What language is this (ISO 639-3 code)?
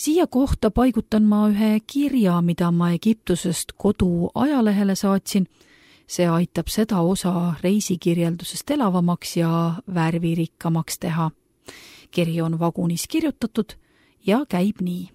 est